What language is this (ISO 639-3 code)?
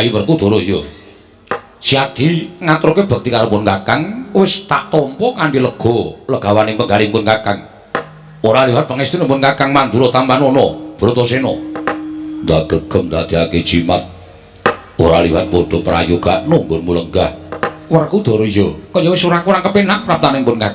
jav